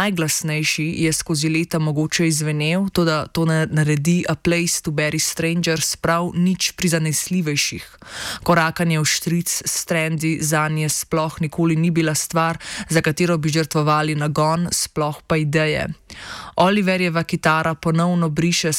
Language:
Slovenian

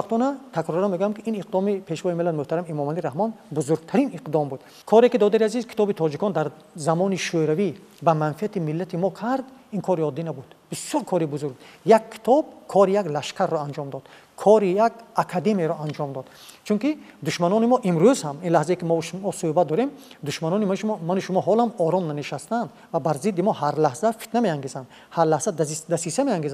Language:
Tajik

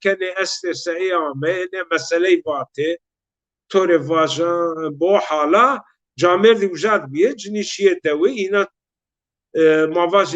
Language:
Zaza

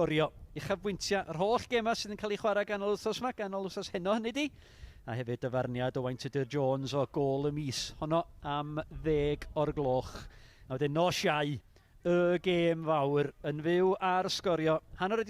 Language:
Welsh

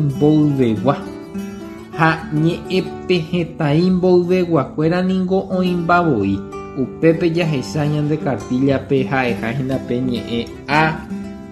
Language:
Guarani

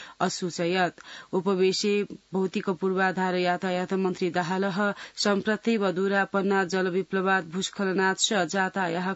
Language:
Sanskrit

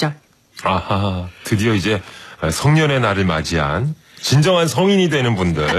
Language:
Korean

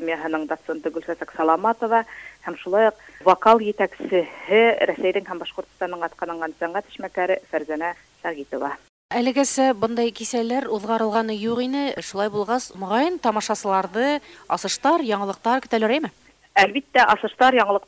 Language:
Bashkir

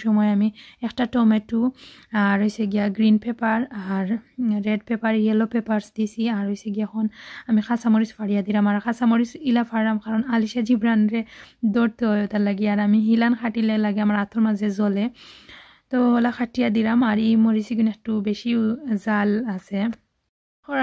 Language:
Sylheti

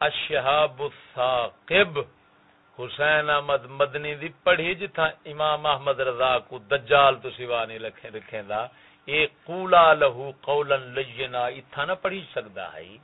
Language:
Saraiki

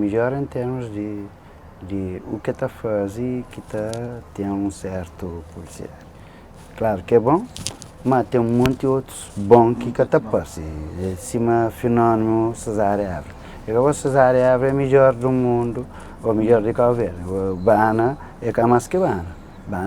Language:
Kabuverdianu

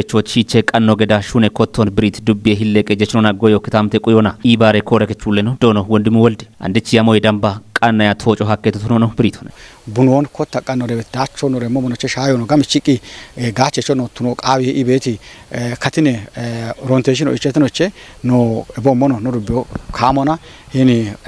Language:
Kafa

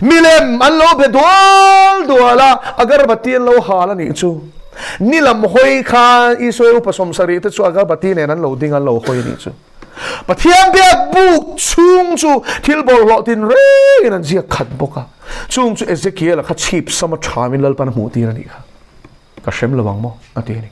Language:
Mizo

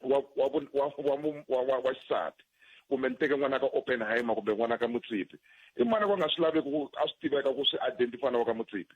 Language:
Tsonga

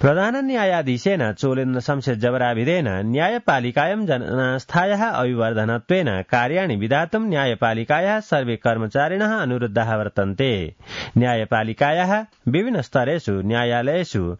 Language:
Sanskrit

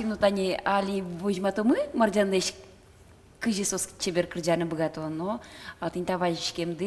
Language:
Udmurt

